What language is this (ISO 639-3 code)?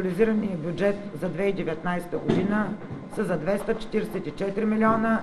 bul